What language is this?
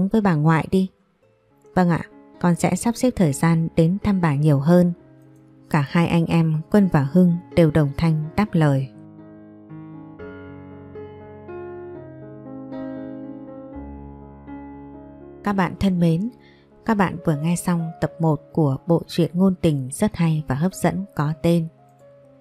Vietnamese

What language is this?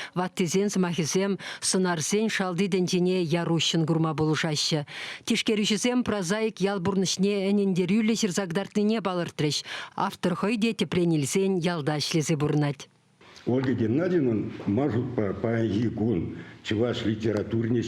Chuvash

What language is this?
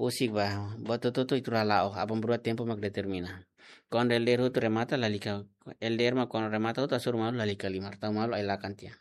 Tetum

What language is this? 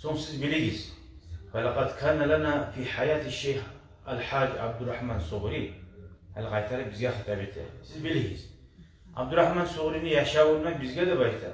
Kumyk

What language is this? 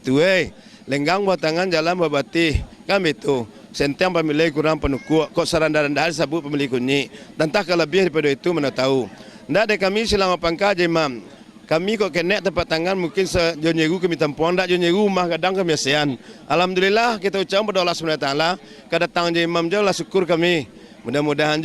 Minangkabau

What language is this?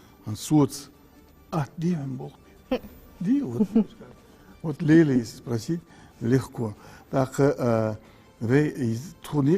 Ingush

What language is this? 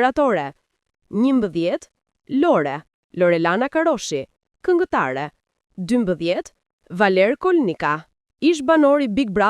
Albanian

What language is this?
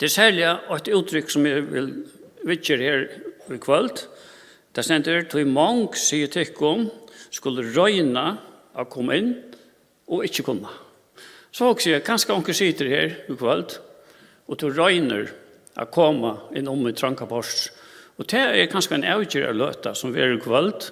Faroese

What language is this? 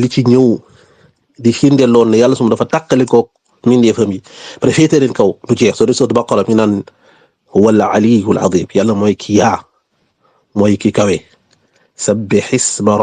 Wolof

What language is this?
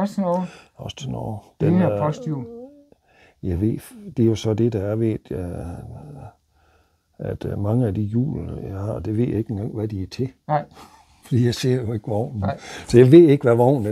Danish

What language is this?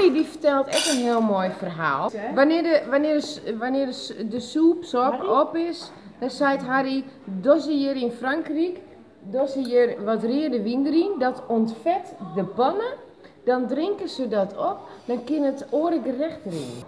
Western Frisian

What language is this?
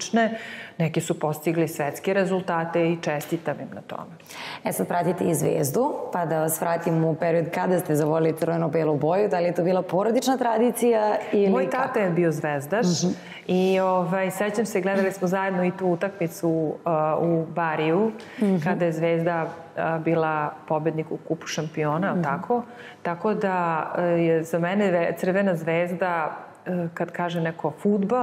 Serbian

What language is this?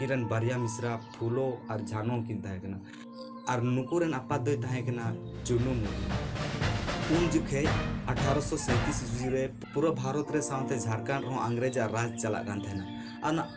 Santali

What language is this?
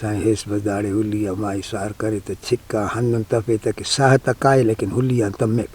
Brahui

